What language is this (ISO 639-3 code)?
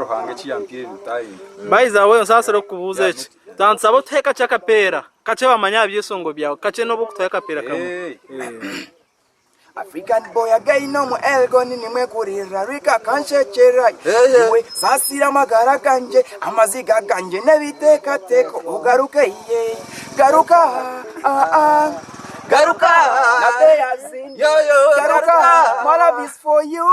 nyn